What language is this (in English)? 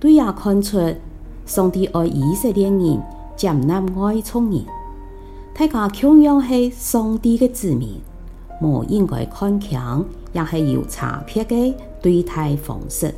Hakka Chinese